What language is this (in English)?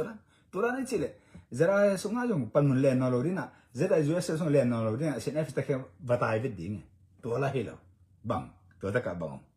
Tedim Chin